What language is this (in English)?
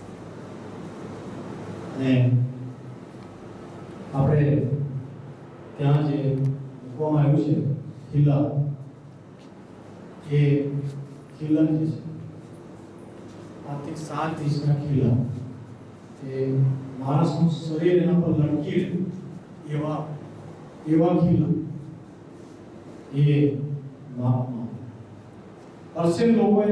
Gujarati